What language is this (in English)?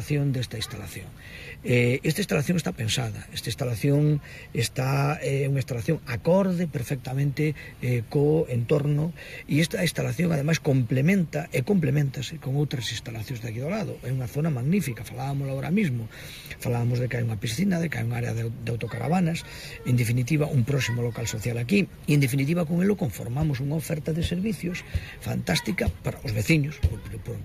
Galician